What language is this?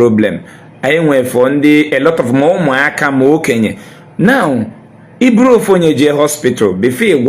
Igbo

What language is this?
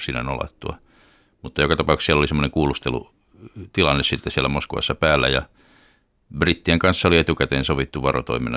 Finnish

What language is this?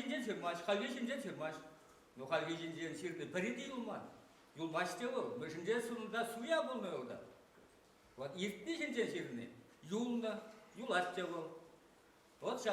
Chuvash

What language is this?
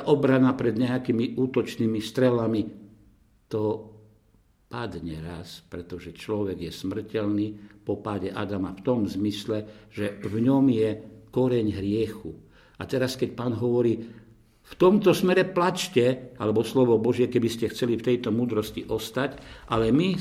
Slovak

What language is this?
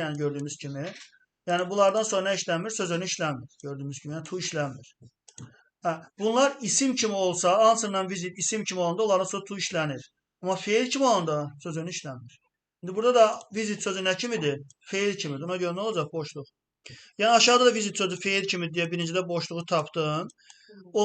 Azerbaijani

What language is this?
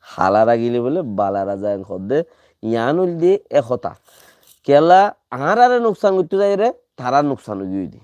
Rohingya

